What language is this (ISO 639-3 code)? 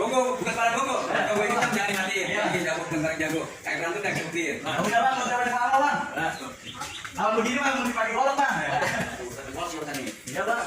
bew